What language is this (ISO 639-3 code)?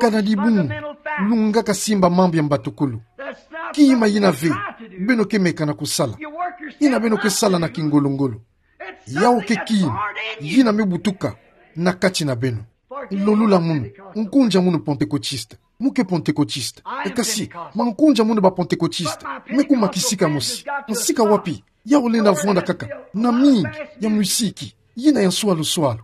ktu